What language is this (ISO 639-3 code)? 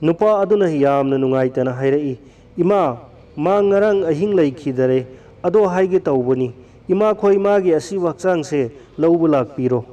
mni